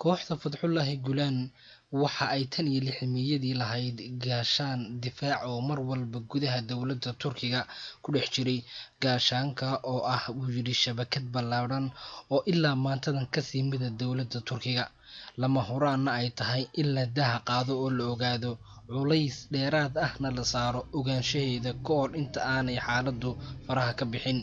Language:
Somali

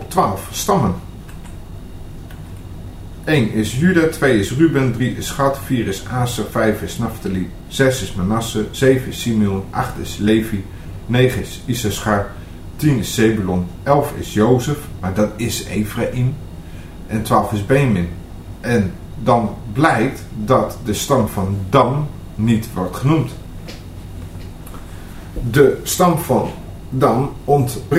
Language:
Dutch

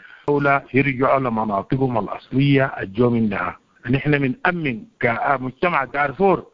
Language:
Sudanese Arabic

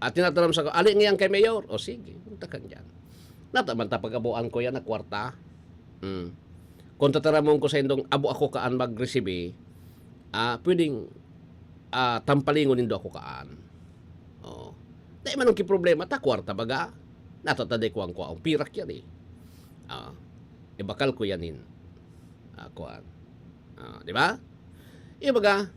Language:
Bikol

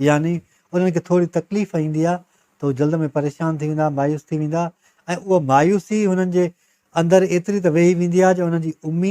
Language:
Sindhi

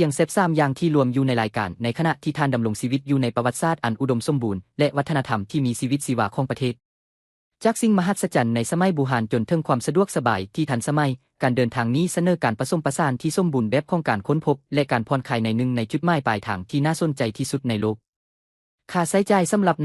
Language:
Lao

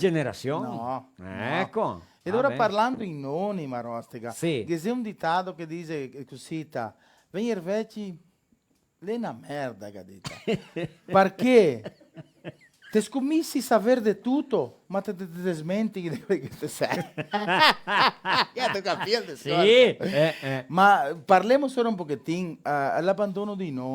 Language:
Venetian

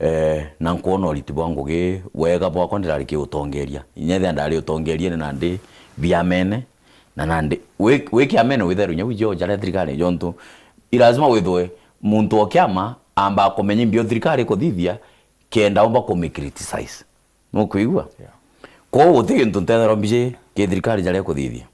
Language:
Meru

